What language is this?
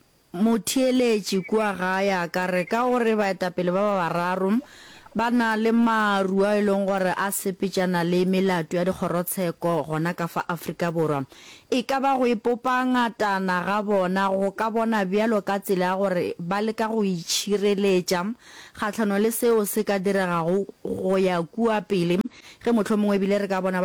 Northern Sotho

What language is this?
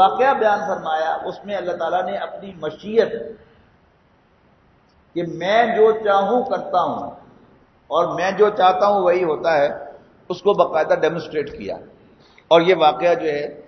Urdu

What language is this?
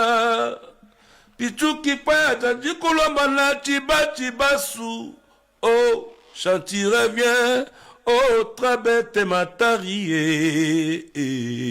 Lingala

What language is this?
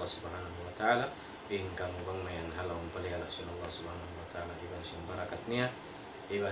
Tausug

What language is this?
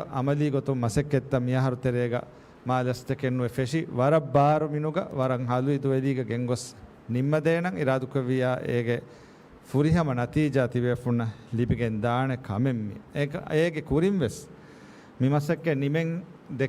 Divehi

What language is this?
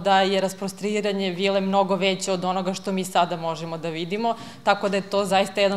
Serbian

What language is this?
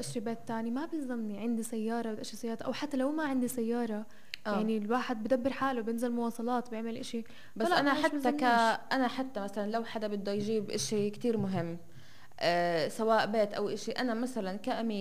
North Levantine Arabic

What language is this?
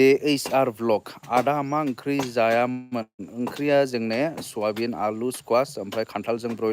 Bodo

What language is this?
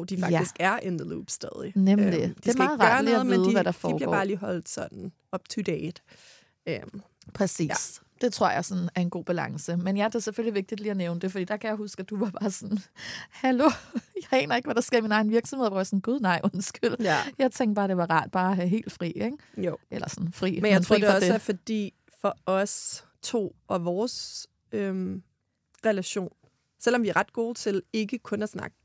Danish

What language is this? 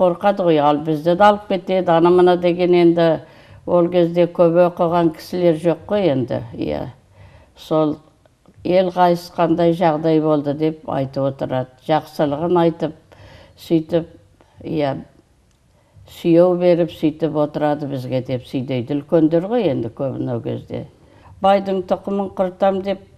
Kazakh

